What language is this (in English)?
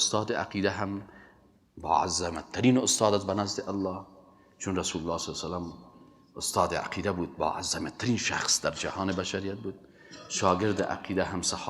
Persian